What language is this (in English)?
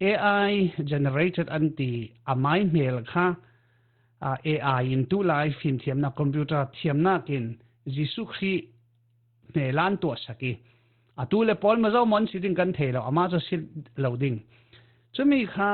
Falam Chin